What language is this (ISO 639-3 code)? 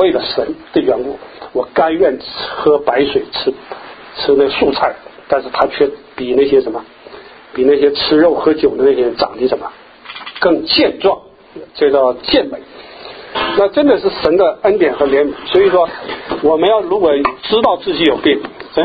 zho